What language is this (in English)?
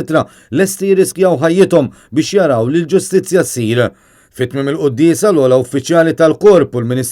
Maltese